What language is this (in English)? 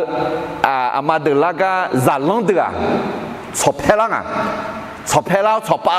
Akha